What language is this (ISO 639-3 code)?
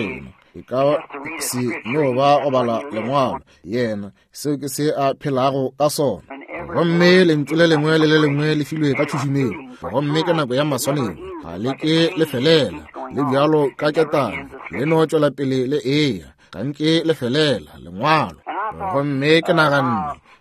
nso